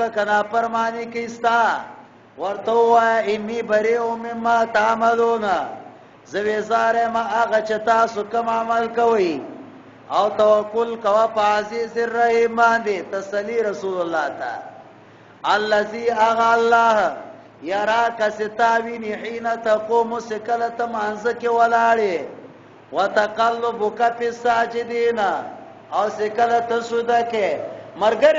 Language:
Pashto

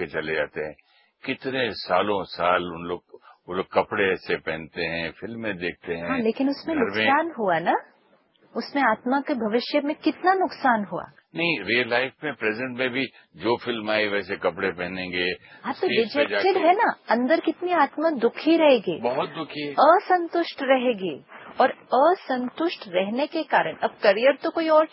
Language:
Hindi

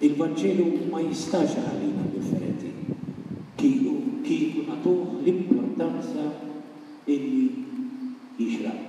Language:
Maltese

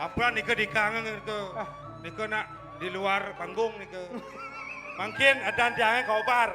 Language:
Balinese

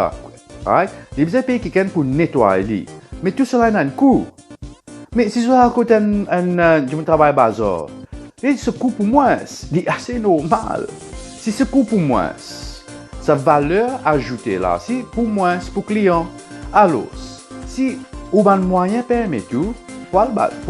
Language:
Morisyen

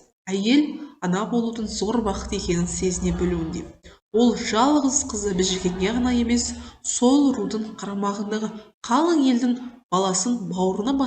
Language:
Kazakh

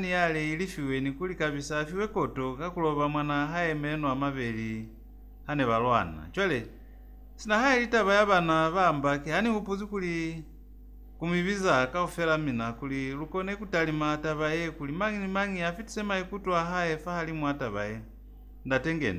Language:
Lozi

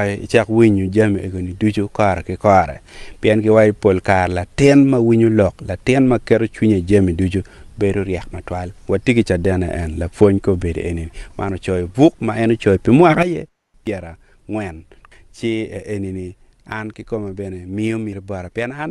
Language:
Acoli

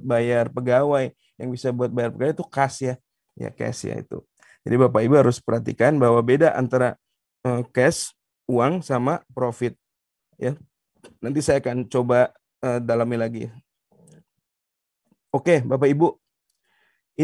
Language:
Indonesian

